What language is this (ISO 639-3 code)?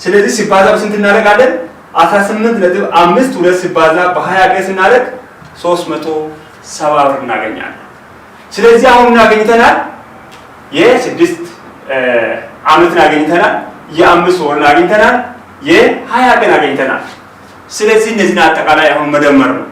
amh